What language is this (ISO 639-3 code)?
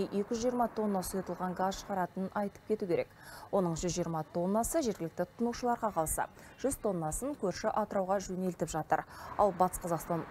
kaz